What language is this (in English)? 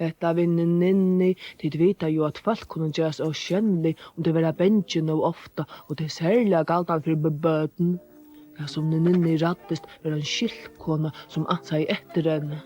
Faroese